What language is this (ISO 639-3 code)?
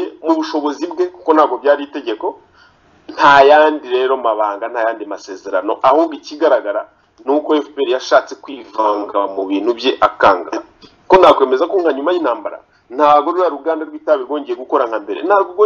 kin